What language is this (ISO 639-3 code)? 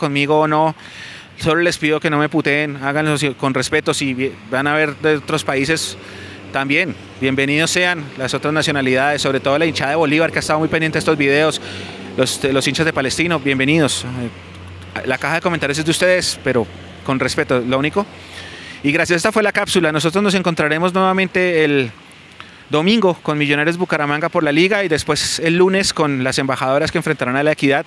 spa